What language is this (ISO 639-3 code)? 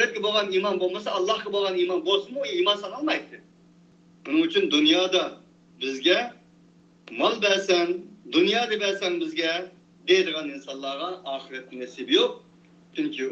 uig